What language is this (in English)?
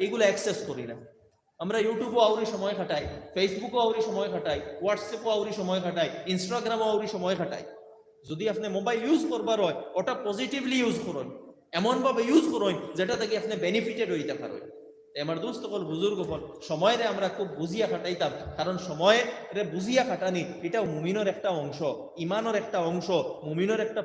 Sylheti